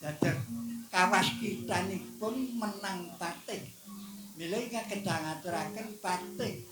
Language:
Javanese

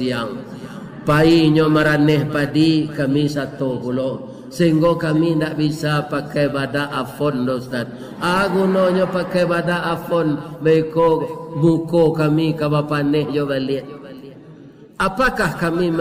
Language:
Minangkabau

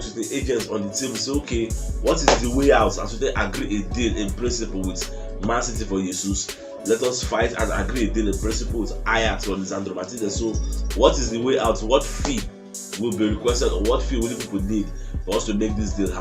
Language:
Nigerian Pidgin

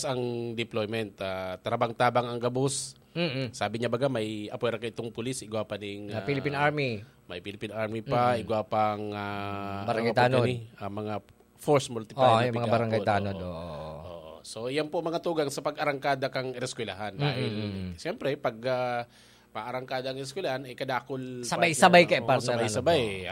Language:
Bikol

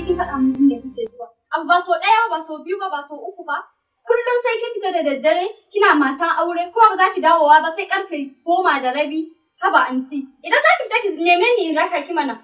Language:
Hausa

